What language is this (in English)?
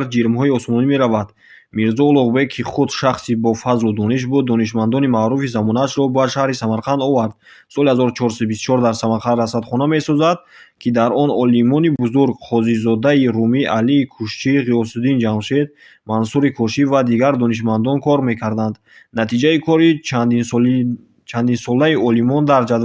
Tajik